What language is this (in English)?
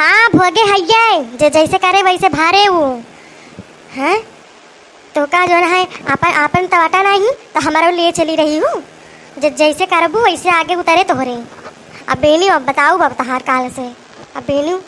Awadhi